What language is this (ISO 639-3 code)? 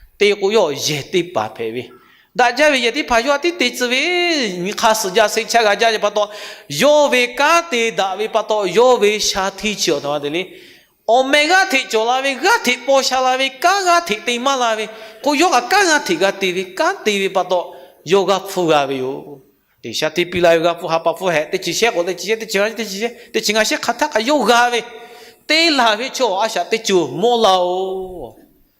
lhu